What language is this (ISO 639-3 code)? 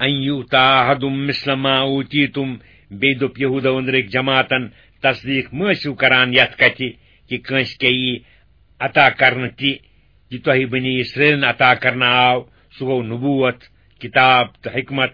kas